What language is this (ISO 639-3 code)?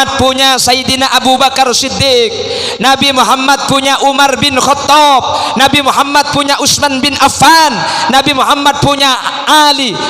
mad